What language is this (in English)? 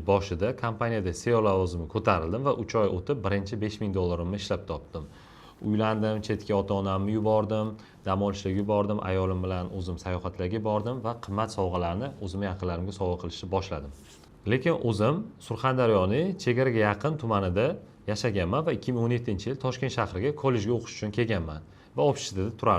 Uzbek